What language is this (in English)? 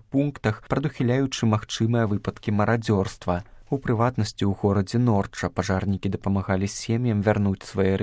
Belarusian